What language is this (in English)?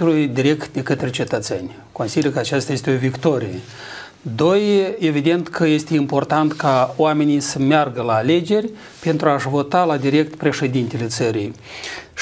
Romanian